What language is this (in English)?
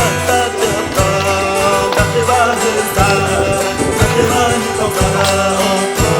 Xavánte